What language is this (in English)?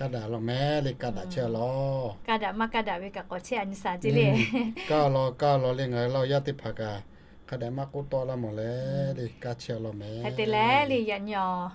Lahu